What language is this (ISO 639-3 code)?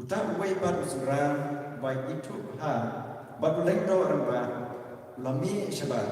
kha